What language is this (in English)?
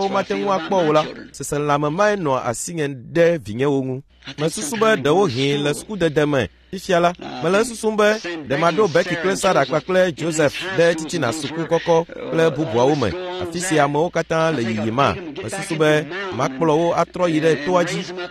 Ewe